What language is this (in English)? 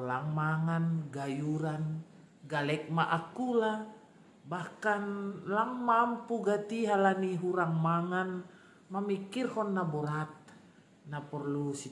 Batak Simalungun